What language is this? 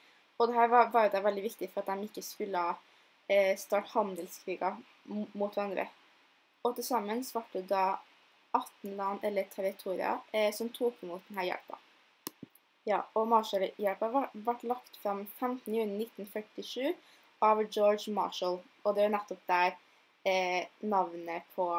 Norwegian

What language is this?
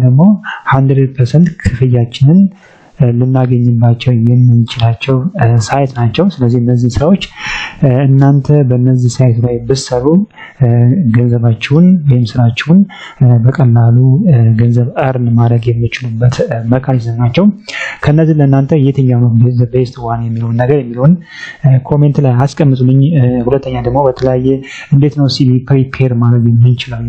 Amharic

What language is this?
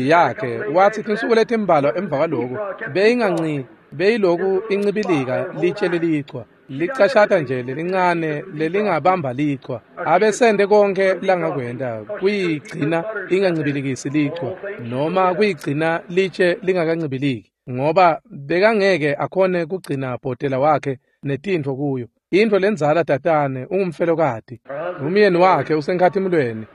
Swati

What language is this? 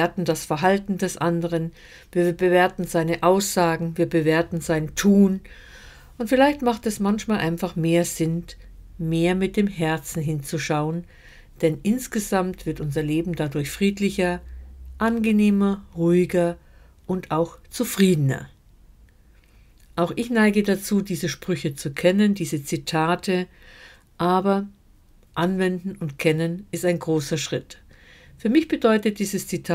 German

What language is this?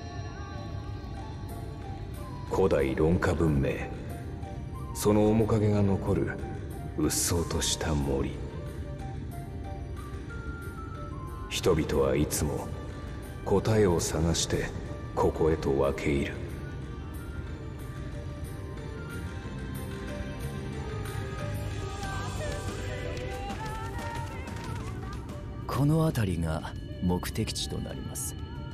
Japanese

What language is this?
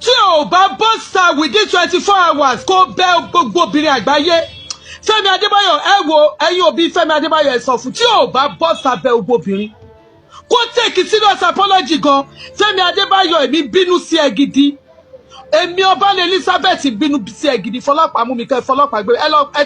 Yoruba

